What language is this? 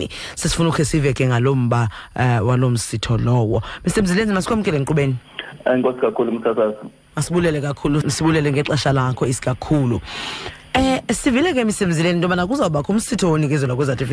Xhosa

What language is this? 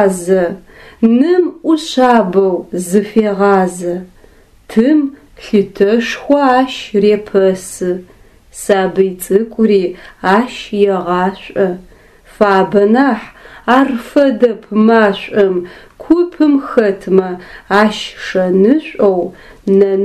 Adyghe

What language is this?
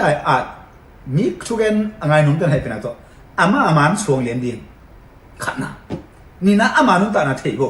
Tedim Chin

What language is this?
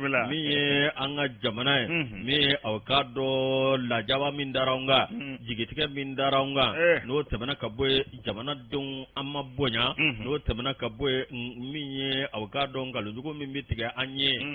Bambara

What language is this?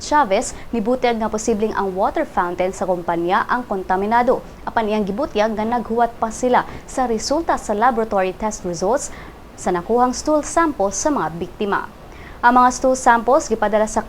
Cebuano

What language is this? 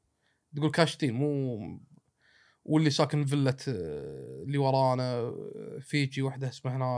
Gulf Arabic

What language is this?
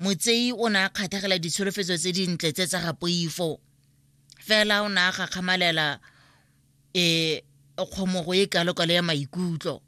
Tswana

